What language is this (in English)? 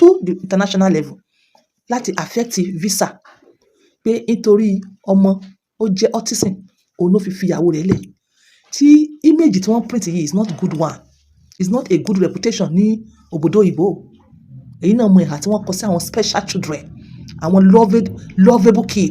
Yoruba